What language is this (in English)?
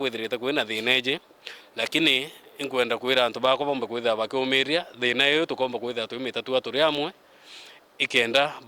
Meru